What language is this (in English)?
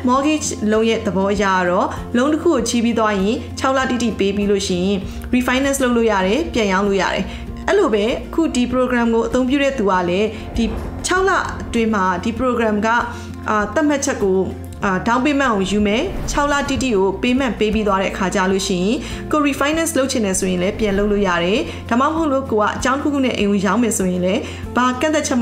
Burmese